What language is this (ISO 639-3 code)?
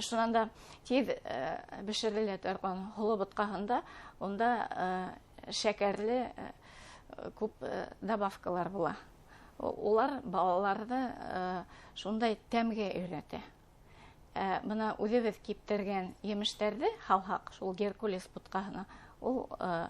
bak